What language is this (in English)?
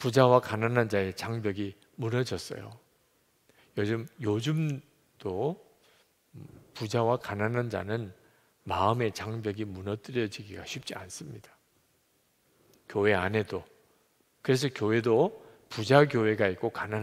Korean